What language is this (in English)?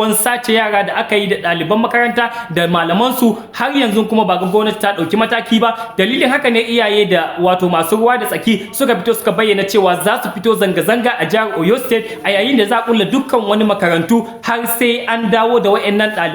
Hausa